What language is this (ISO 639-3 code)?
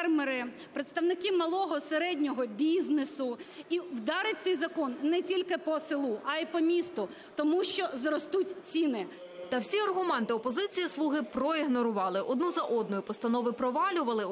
ukr